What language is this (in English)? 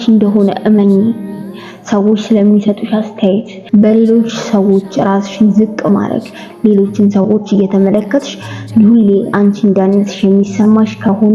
Amharic